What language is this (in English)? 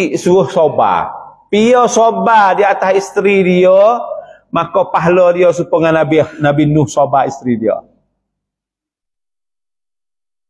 Malay